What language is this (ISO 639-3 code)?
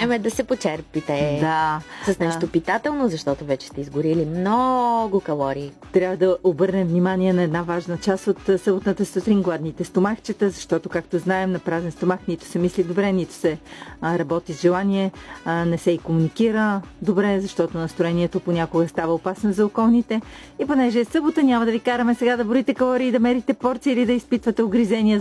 bul